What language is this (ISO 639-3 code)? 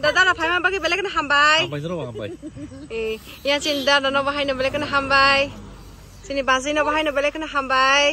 trp